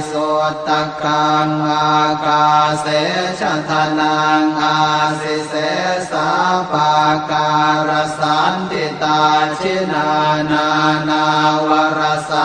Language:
Pali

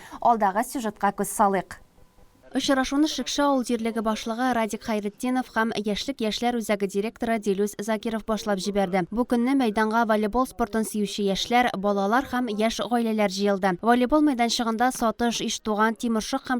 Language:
Tatar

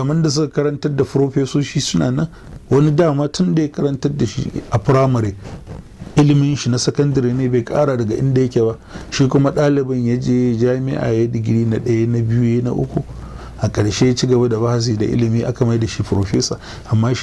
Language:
Hausa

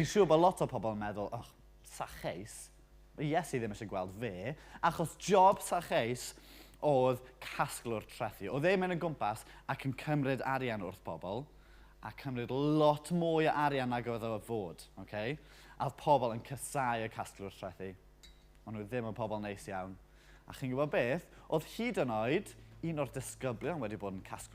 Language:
Welsh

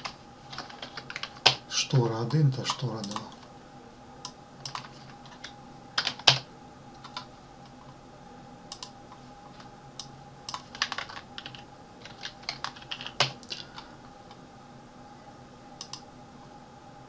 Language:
Ukrainian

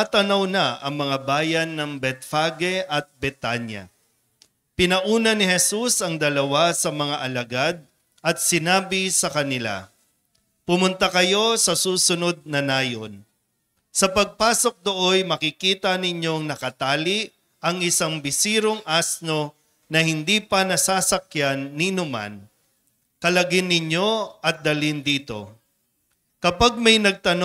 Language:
Filipino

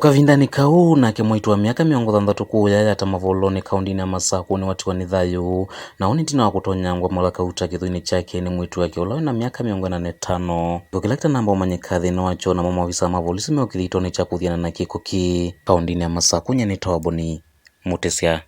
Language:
Kamba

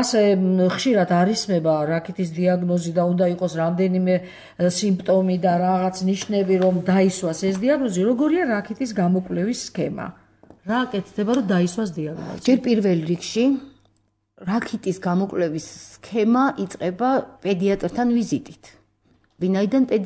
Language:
Georgian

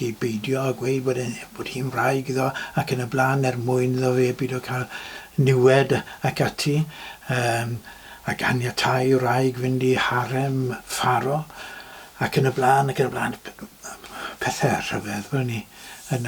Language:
Welsh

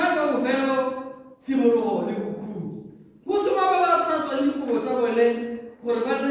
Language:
Tswana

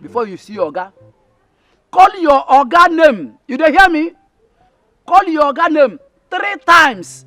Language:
Nigerian Pidgin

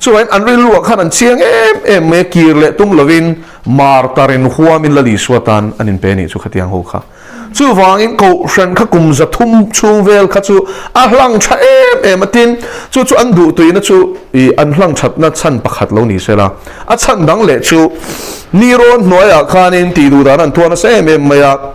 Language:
Mizo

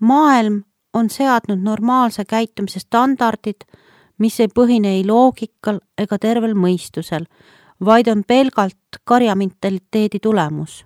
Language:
Estonian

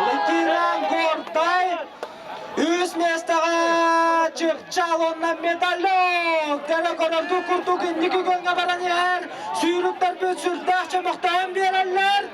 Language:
Yakut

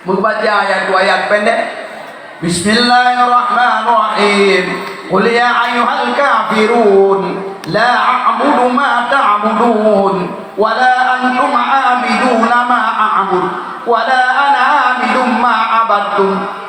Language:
Achinese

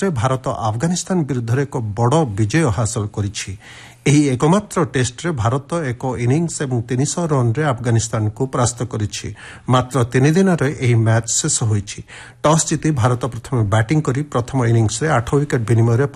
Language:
Odia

